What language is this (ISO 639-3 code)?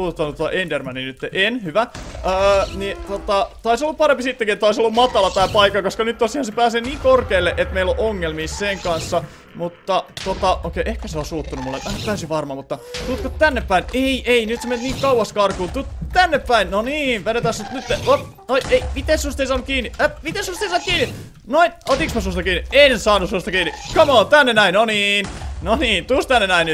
fin